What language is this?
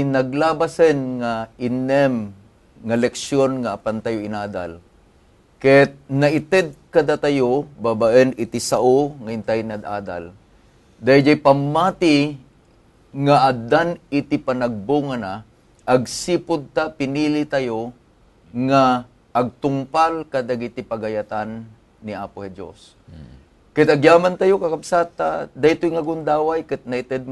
Iloko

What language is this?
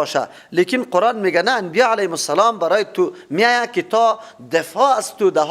Persian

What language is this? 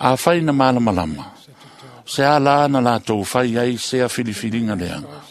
Samoan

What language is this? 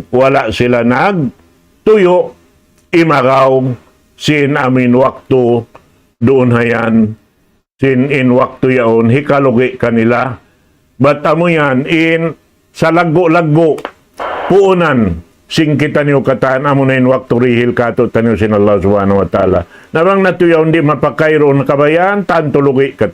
Tausug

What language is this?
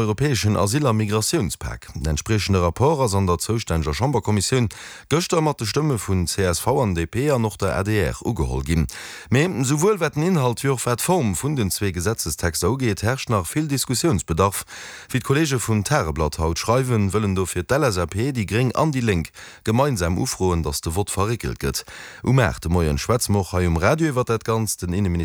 Luxembourgish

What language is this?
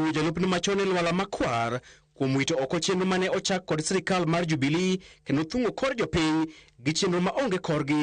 Luo (Kenya and Tanzania)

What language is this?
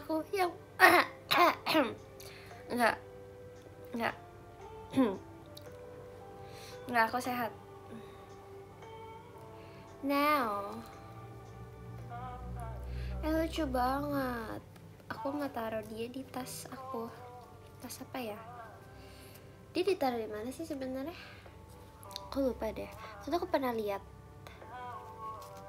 Indonesian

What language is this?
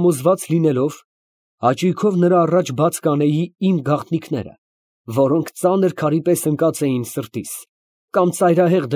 Armenian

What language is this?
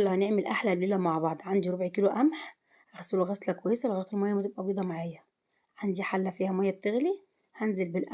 Egyptian Arabic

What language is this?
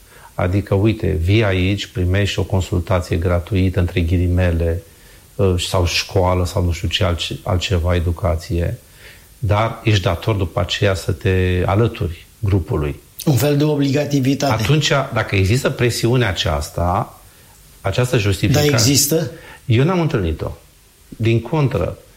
Romanian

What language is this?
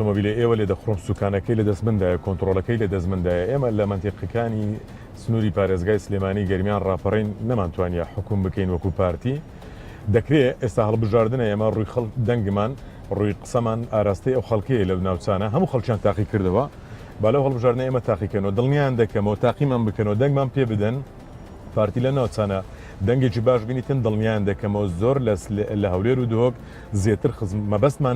Central Kurdish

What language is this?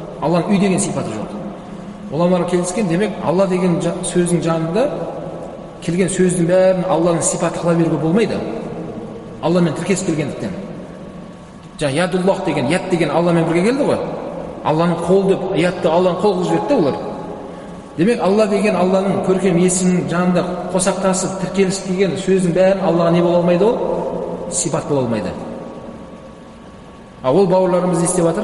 Kazakh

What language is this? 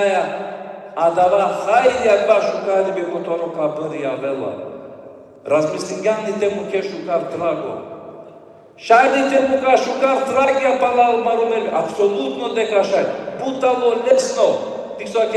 Balkan Romani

